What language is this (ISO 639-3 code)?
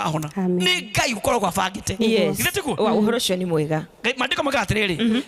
kik